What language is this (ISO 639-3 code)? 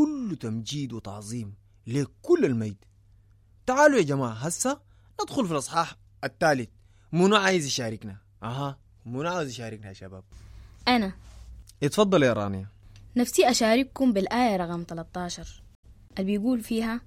apd